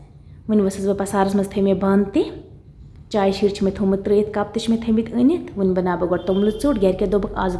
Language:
Kashmiri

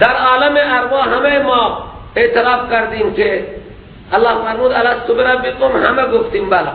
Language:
Persian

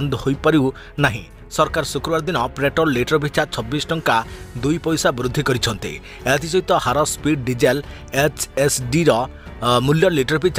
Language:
Odia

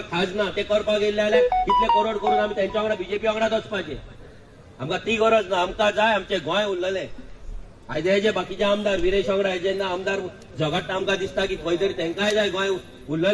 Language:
Konkani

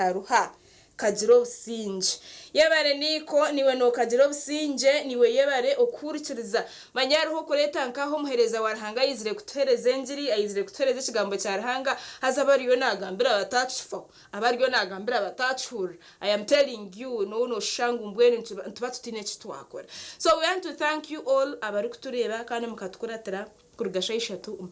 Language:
Nyankole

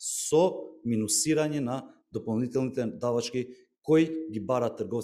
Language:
Macedonian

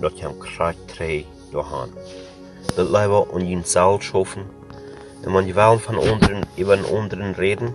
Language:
Plautdietsch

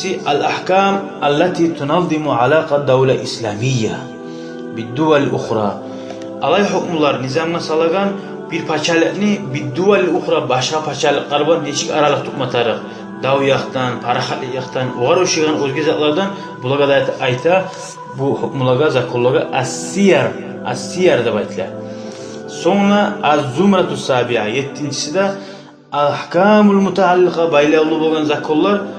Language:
Kumyk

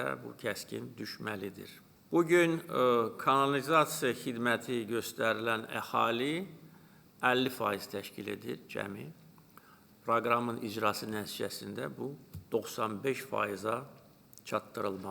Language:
Azerbaijani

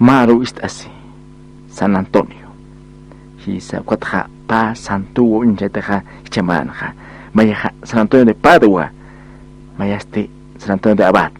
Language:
Aymara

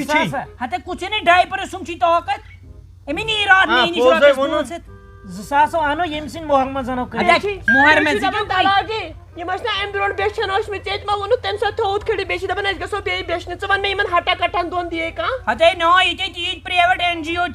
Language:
Kashmiri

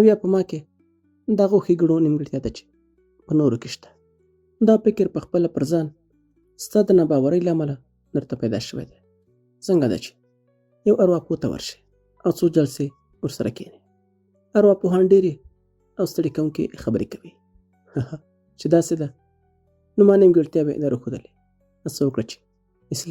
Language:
Pashto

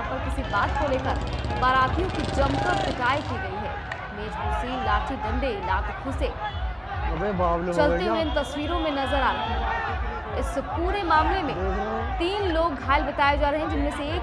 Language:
Hindi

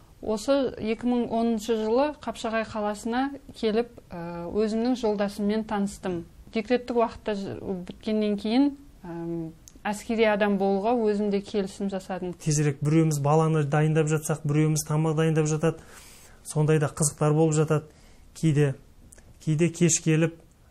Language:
Kazakh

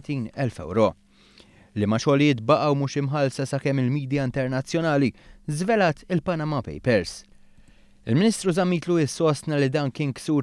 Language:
Maltese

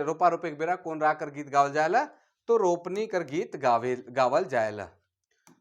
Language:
Sadri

